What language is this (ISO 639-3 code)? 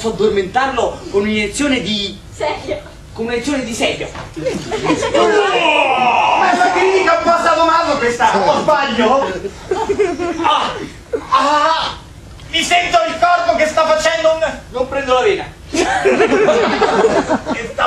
ita